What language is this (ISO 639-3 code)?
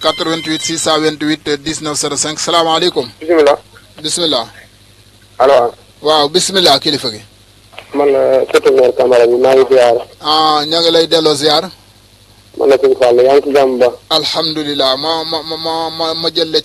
wol